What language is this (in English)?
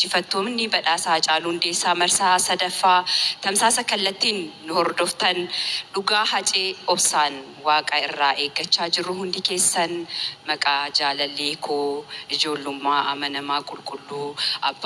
Oromo